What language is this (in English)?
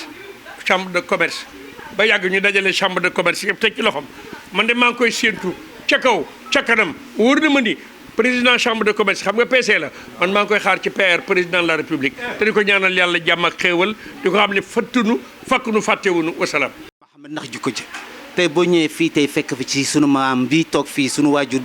Wolof